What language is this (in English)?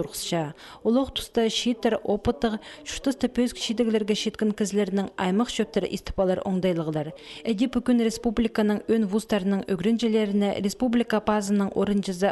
Khakas